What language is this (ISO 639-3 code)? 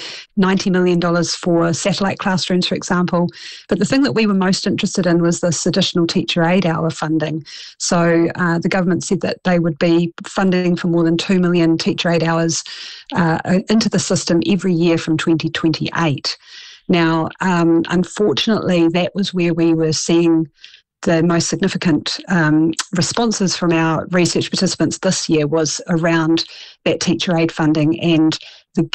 eng